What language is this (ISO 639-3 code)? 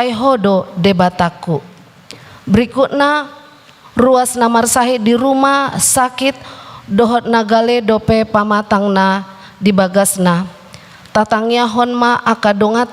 bbc